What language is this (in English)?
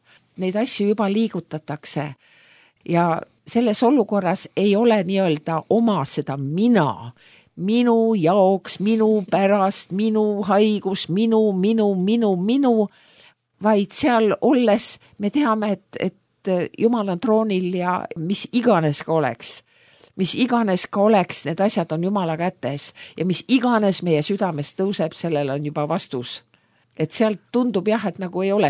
Estonian